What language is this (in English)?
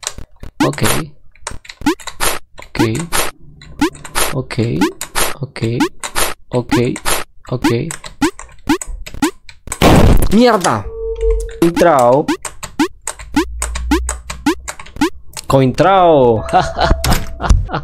Spanish